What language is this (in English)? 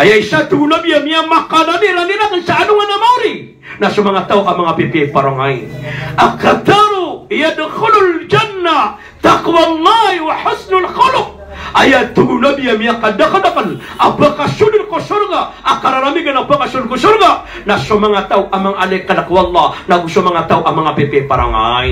Maranao